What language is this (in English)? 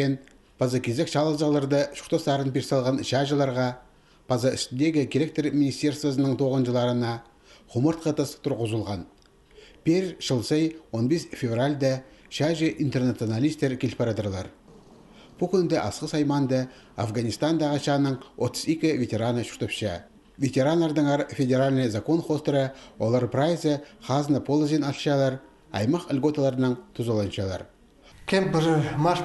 Khakas